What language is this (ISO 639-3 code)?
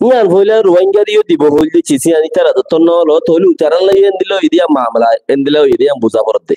rhg